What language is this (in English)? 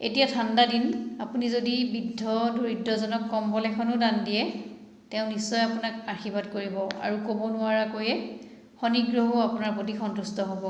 Assamese